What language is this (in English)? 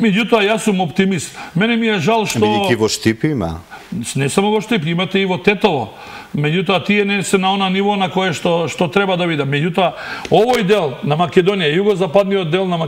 Macedonian